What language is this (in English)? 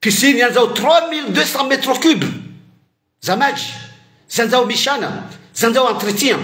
Ngazidja Comorian